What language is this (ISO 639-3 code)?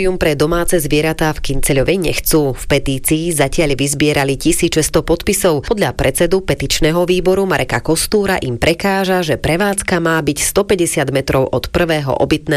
slk